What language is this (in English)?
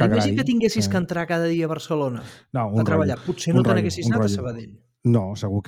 Catalan